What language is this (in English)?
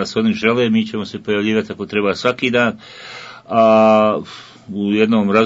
Bosnian